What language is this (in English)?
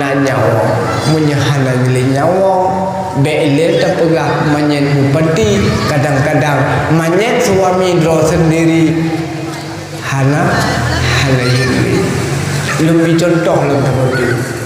Achinese